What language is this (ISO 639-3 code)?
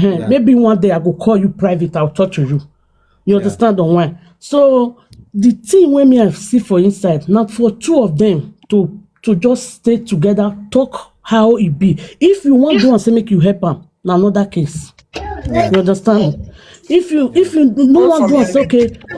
pcm